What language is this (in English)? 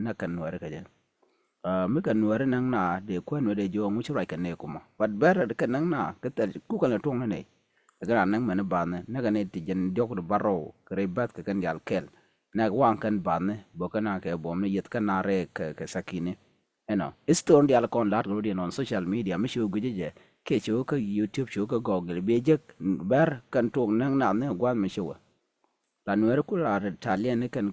Nuer